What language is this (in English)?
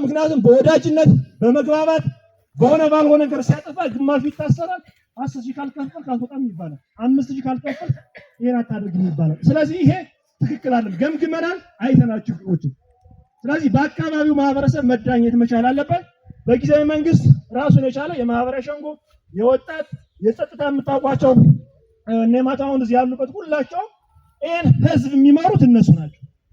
Amharic